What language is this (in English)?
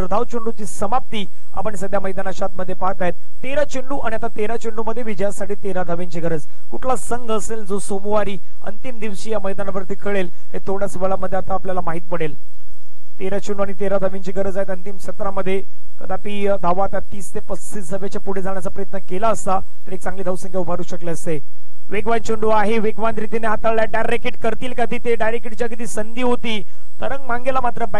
Marathi